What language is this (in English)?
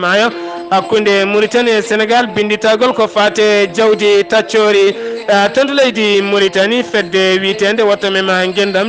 Fula